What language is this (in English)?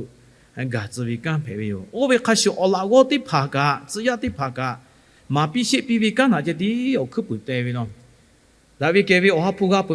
Lahu